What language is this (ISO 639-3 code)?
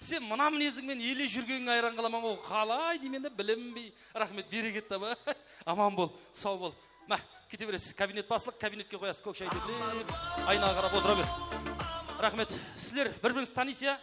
kaa